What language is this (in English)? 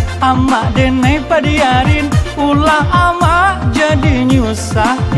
Minangkabau